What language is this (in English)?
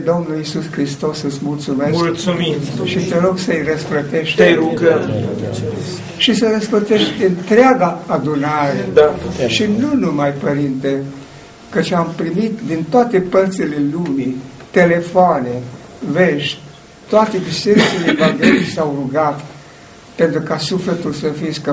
Romanian